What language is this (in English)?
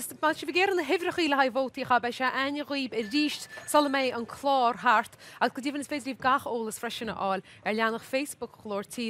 Irish